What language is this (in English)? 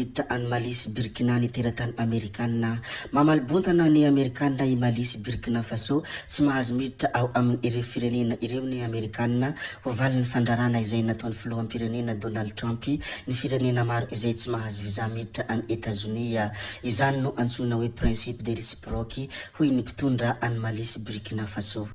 Malagasy